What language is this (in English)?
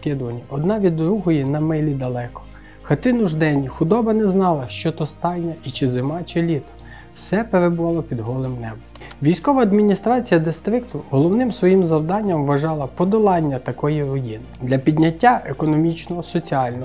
Ukrainian